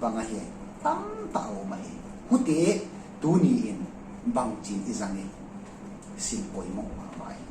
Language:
Tedim Chin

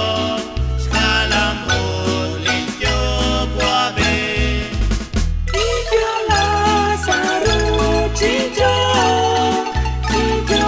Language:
Kekchí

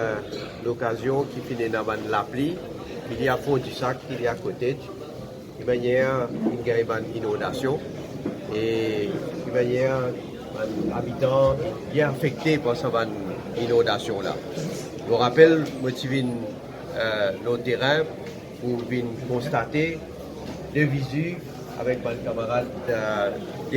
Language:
Morisyen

